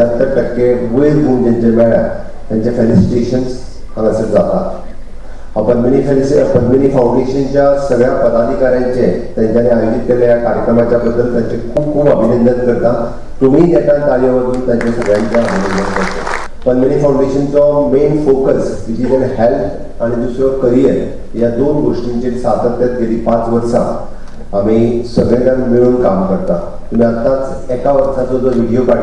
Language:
Konkani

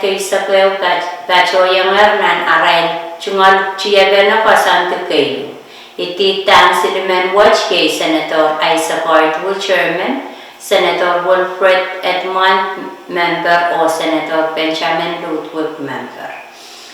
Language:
Pohnpeian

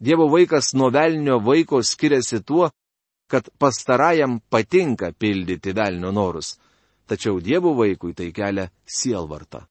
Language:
Lithuanian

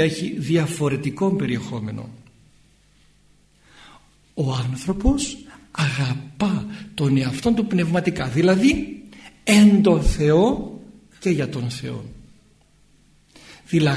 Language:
Greek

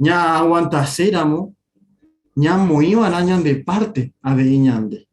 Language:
Guarani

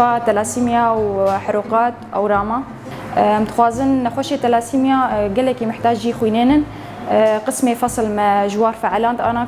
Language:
Kurdish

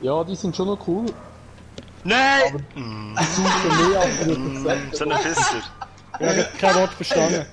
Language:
Swiss German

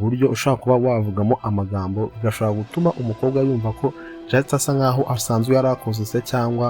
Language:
Kinyarwanda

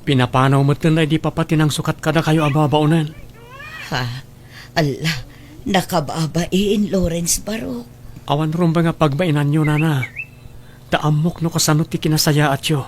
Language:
Iloko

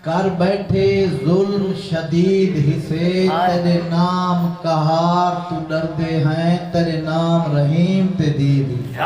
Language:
Saraiki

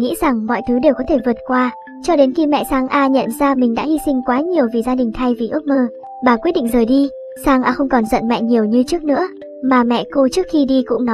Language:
Vietnamese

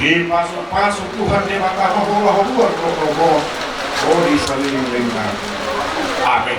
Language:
Batak Toba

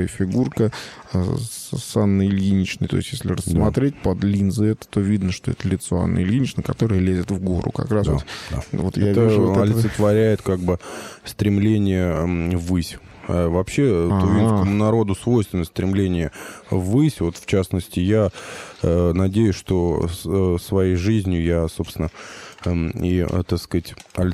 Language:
Russian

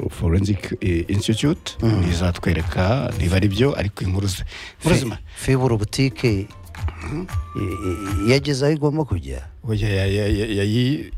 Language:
Kinyarwanda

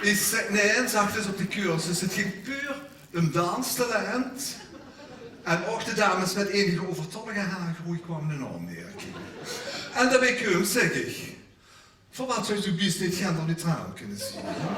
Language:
Limburgish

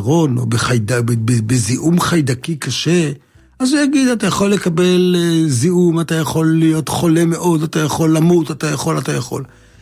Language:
Hebrew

